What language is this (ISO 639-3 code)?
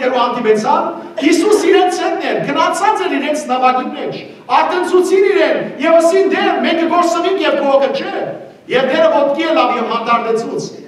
hyw